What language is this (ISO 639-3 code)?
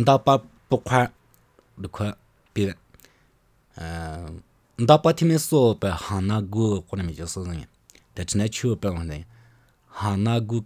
lav